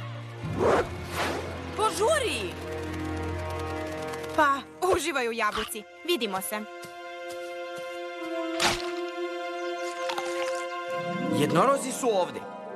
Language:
Serbian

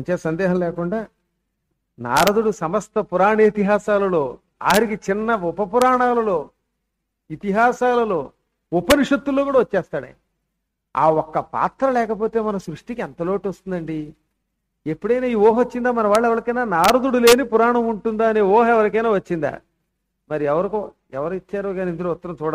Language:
Telugu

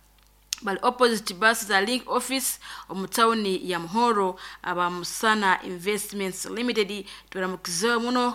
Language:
Nyoro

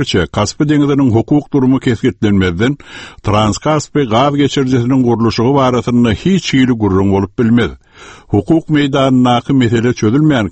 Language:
Turkmen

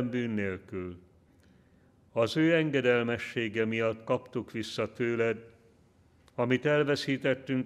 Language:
Hungarian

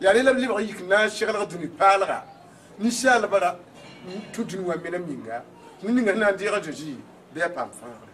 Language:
Mossi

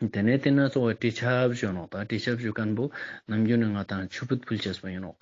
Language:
Ladakhi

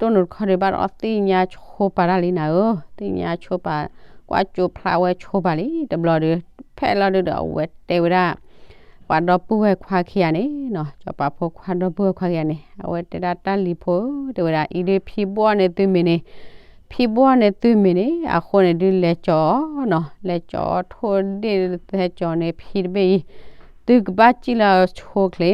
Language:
S'gaw Karen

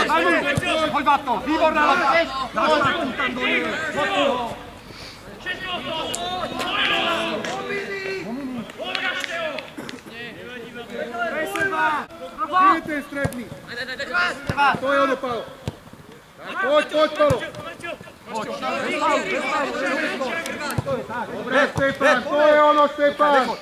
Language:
Slovak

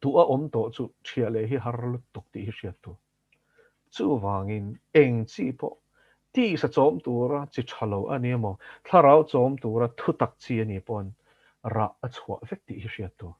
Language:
Mizo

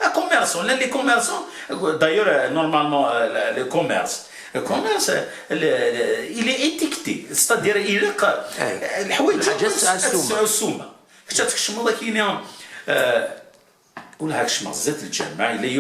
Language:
Kabyle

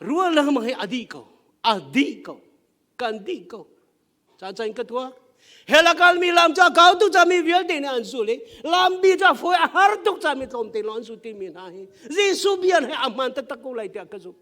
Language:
Hakha Chin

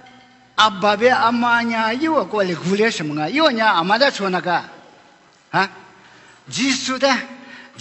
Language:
Lisu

